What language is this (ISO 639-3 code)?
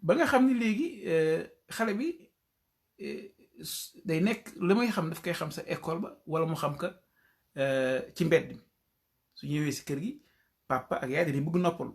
wol